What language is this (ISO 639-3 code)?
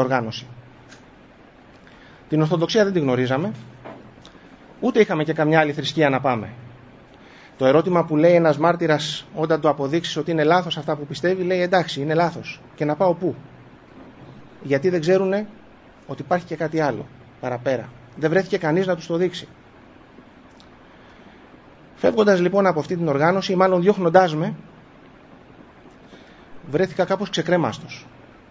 ell